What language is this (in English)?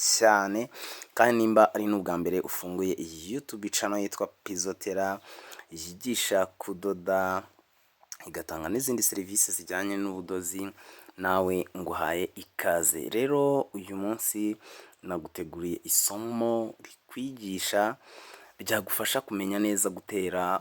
Kinyarwanda